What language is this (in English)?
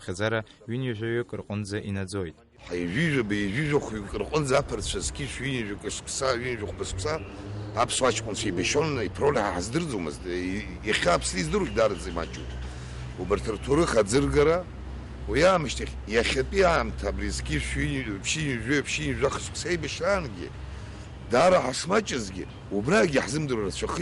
Abkhazian